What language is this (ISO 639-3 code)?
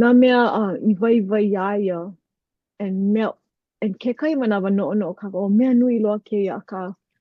haw